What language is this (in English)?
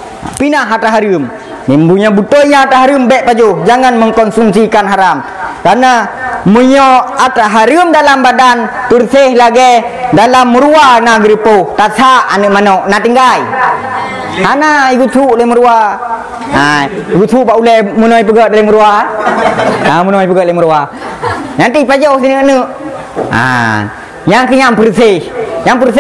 Achinese